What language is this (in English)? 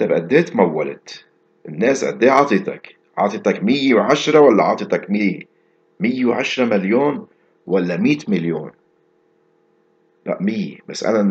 North Levantine Arabic